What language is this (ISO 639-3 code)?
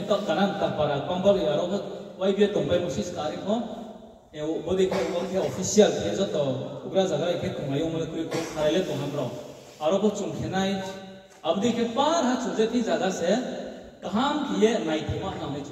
ria